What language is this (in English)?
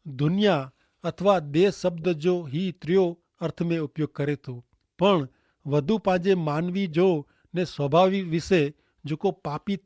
Kachhi